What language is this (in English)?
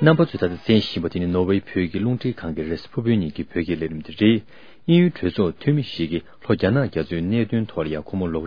Tibetan